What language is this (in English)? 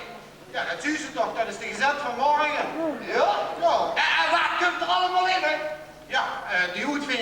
Limburgish